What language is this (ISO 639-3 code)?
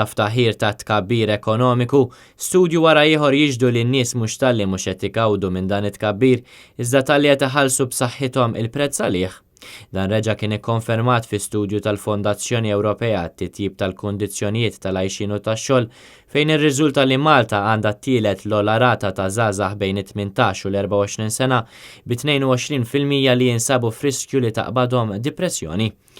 mlt